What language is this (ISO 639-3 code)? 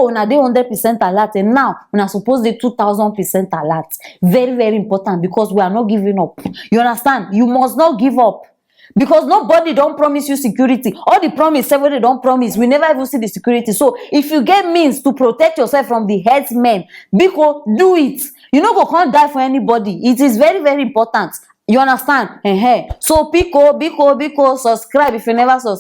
pcm